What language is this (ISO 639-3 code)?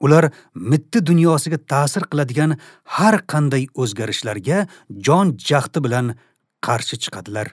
uzb